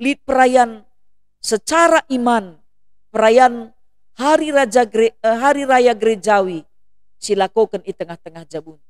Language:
Batak Karo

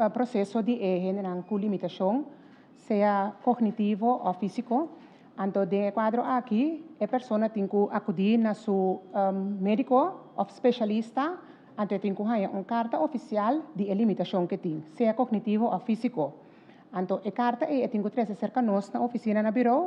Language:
Papiamento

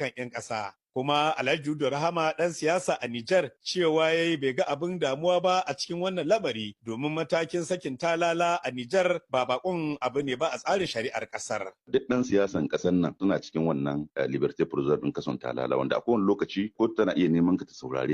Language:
Hausa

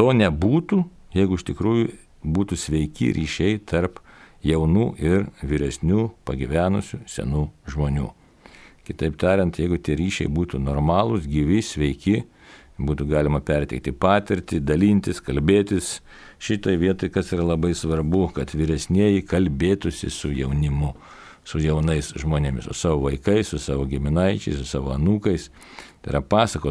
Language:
Lithuanian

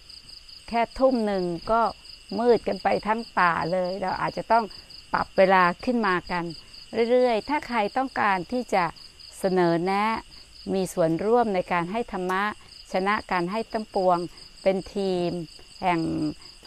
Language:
Thai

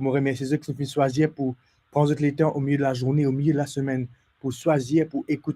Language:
Morisyen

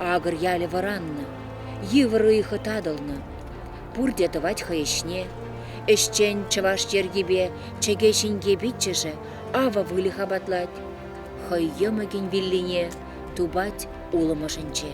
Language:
Chuvash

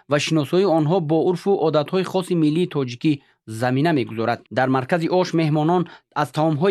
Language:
Tajik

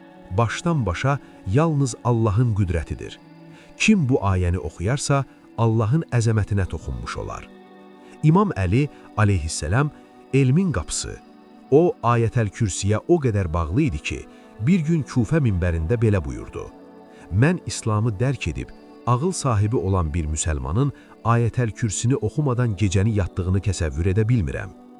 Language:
Azerbaijani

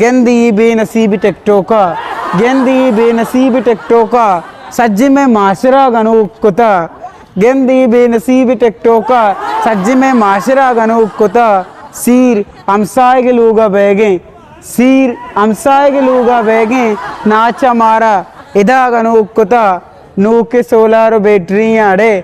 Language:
Eastern Balochi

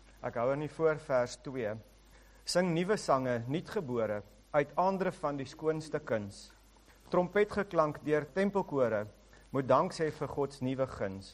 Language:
Afrikaans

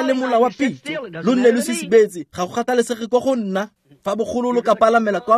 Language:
Tswana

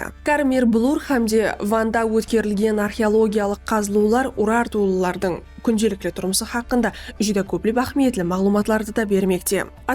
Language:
Kara-Kalpak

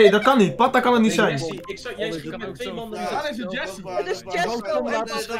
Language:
Dutch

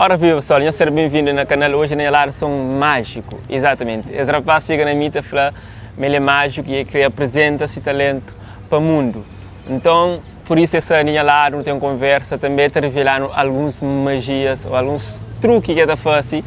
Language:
Kabuverdianu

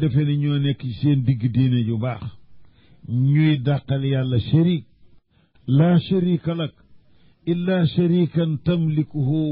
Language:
Wolof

